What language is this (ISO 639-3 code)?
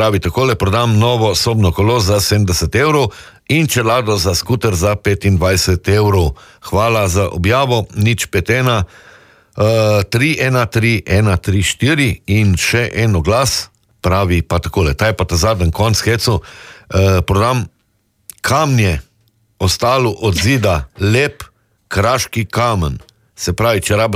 slv